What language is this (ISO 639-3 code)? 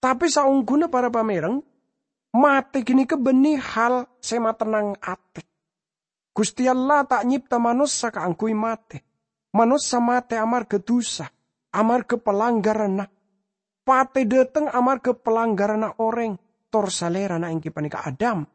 mad